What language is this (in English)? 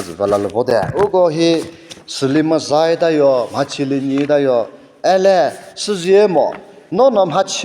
Chokri Naga